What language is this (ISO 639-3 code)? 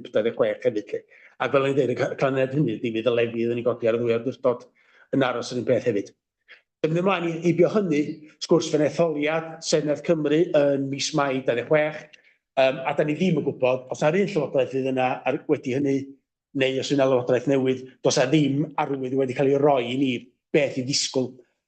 cym